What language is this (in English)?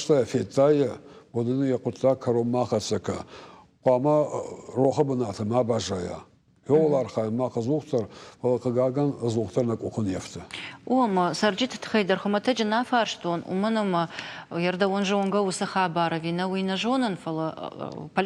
Ossetic